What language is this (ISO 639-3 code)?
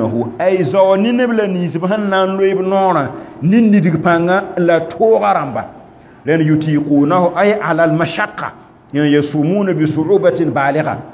mos